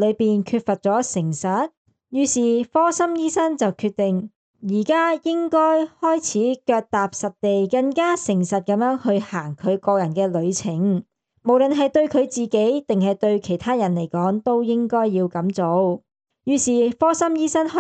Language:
Cantonese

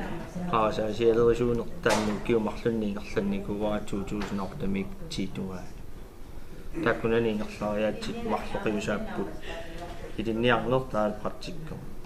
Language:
Kalaallisut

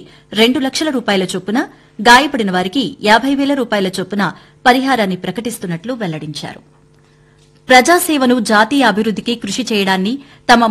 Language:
Telugu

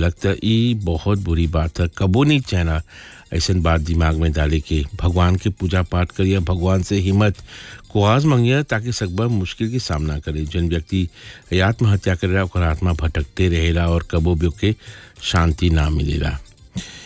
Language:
Bhojpuri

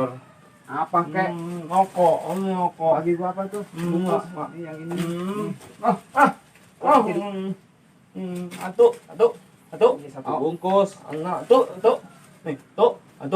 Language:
Betawi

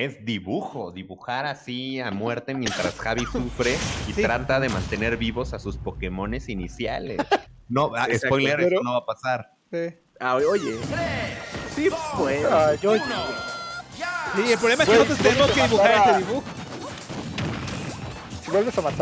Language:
Spanish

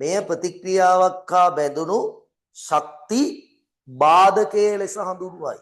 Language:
Sinhala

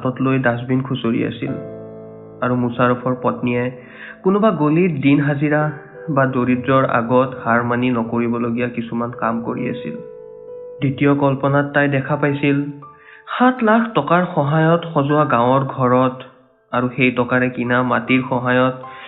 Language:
Assamese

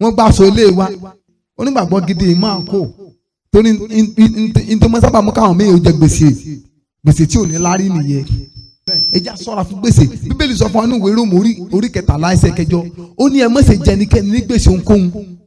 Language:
Yoruba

